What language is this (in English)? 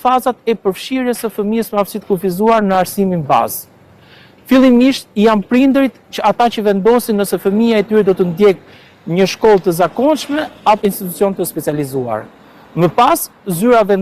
Albanian